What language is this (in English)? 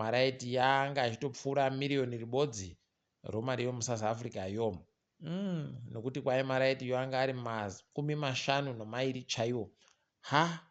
Ndau